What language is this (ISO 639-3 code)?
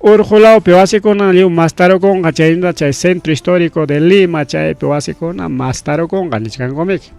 quy